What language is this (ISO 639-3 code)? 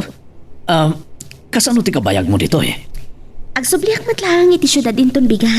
ilo